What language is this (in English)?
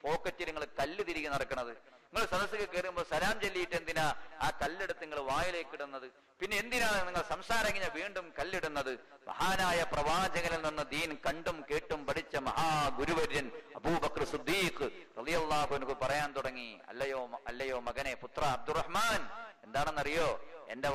Malayalam